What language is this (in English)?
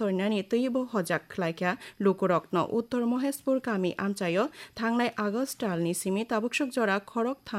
Kok Borok